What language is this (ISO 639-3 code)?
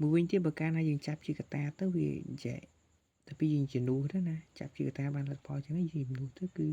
khm